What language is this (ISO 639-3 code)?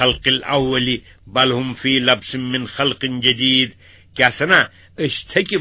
kas